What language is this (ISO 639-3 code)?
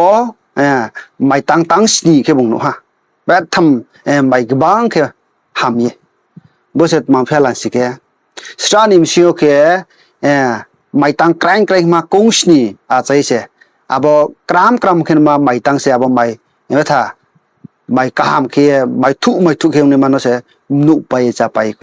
ria